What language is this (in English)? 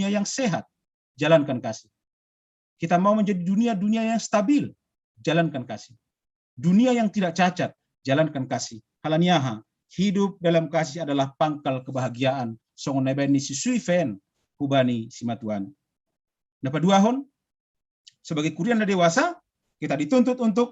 Batak Simalungun